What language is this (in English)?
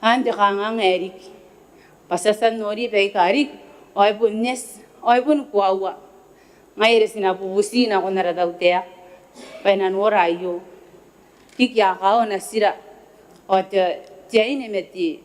Gilbertese